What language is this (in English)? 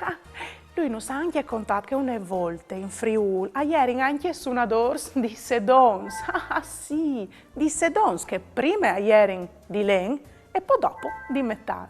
Friulian